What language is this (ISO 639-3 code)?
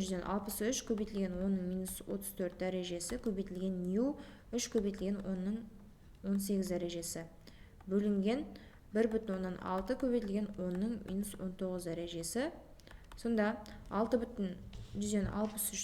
kaz